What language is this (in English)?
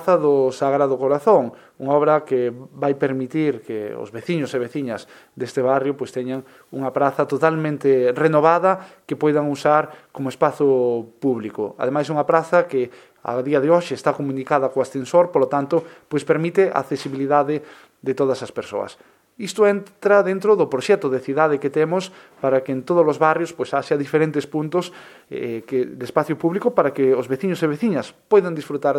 Galician